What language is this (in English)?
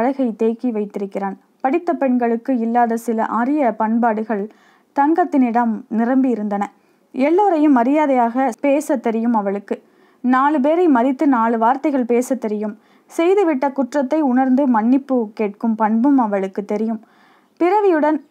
Tamil